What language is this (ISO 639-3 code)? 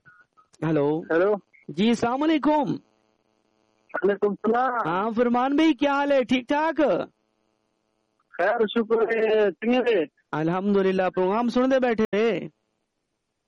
urd